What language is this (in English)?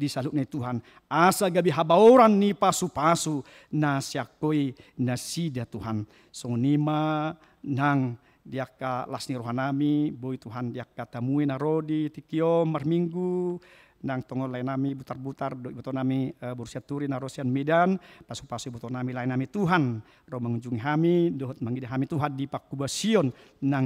Batak Toba